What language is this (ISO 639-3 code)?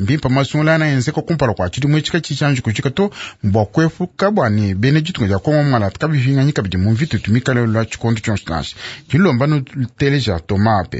lua